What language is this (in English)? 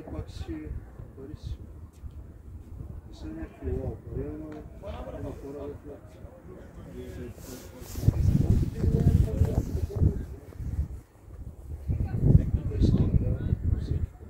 Bulgarian